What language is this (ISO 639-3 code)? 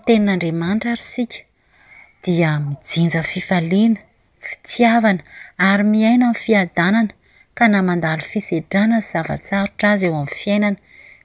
mlg